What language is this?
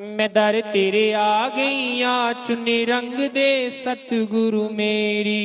Dogri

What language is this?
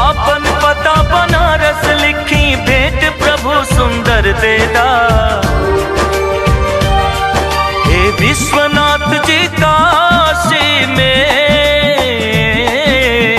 Bhojpuri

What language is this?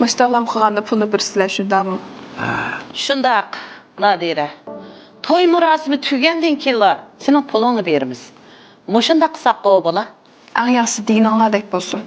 Uyghur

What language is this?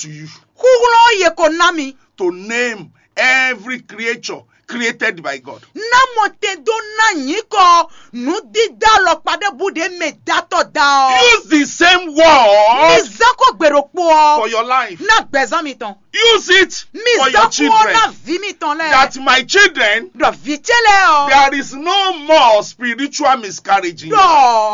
Fon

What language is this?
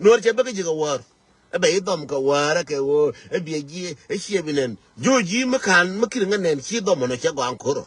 Nuer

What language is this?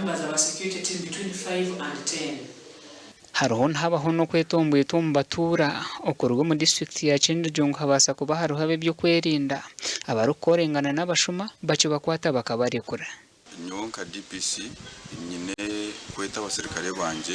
Nyankole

